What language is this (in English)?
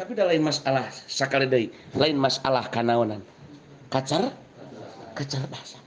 Sundanese